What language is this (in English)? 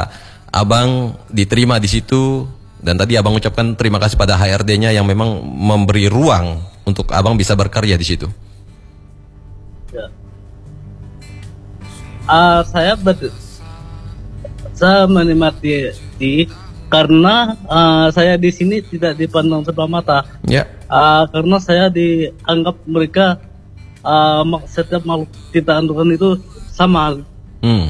Indonesian